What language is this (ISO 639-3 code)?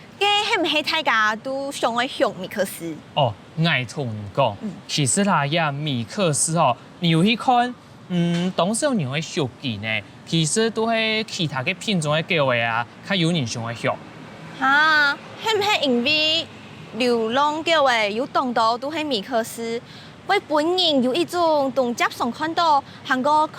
hak